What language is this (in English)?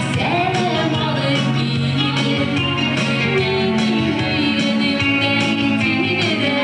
Bashkir